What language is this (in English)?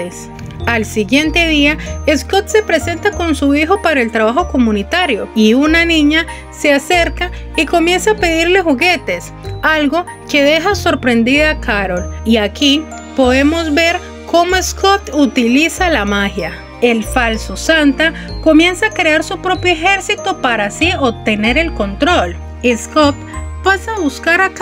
Spanish